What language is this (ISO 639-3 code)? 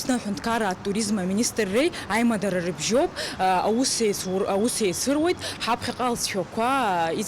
abk